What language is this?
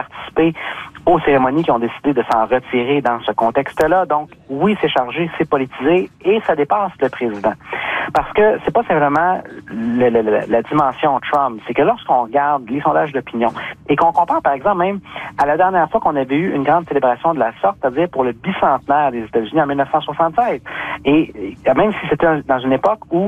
French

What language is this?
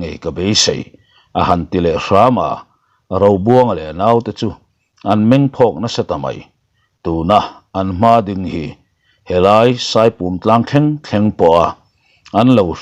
Mizo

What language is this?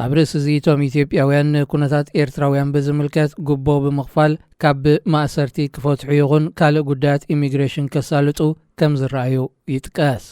Tigrinya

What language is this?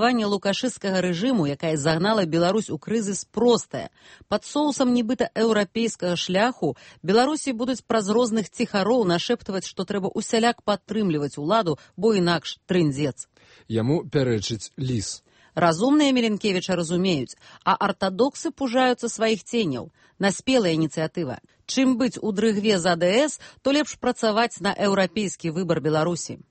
Belarusian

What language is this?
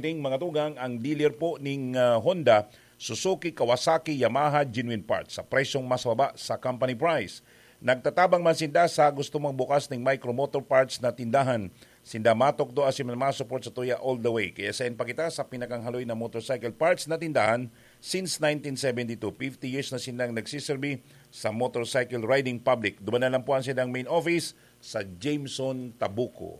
Bikol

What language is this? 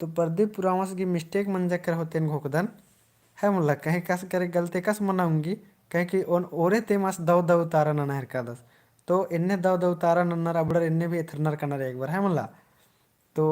Kurukh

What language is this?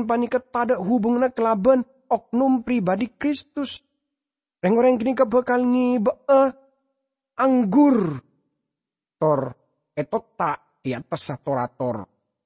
Madurese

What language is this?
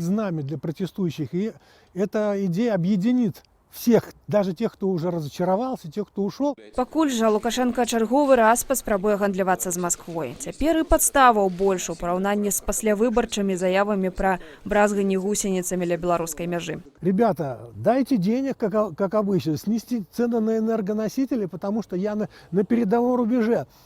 Belarusian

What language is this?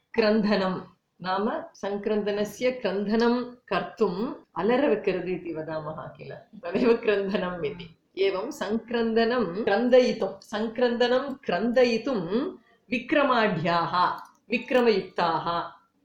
Sanskrit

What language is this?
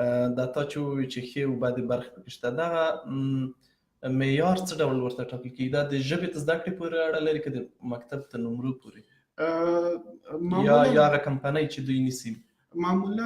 Pashto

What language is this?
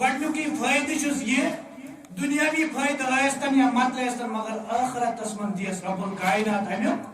Kashmiri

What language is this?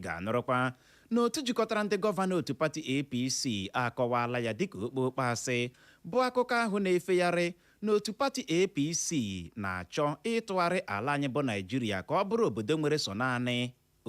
Igbo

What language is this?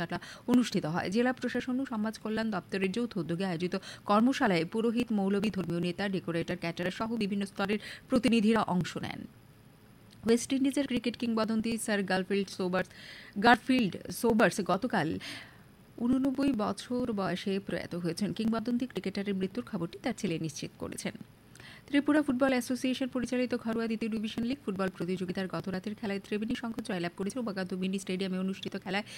Bangla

